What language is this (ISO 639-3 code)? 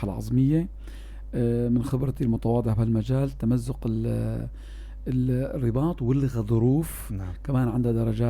apc